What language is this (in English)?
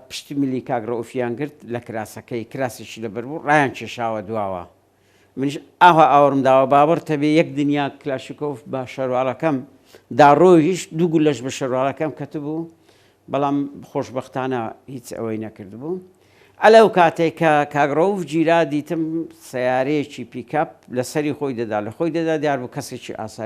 Central Kurdish